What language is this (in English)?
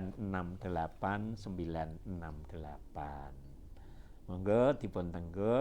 Javanese